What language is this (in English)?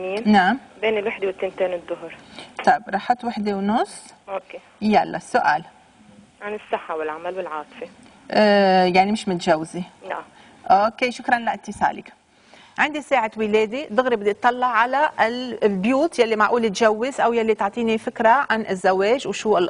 North Levantine Arabic